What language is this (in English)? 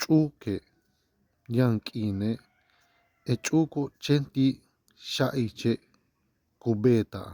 Yucateco